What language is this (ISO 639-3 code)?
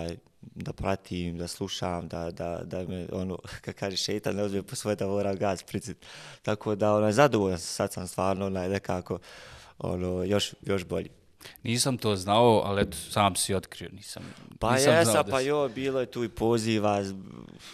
bos